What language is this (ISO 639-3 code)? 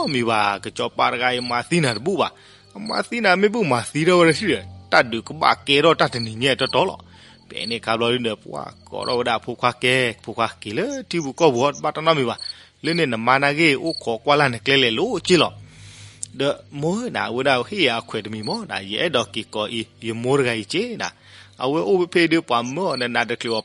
ksw